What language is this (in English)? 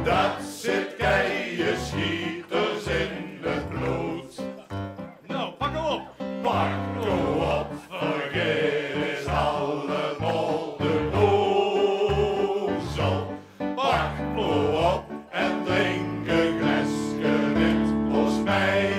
Limburgish